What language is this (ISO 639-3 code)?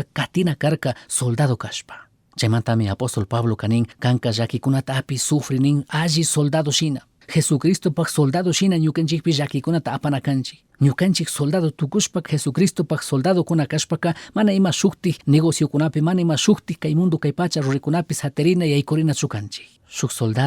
qug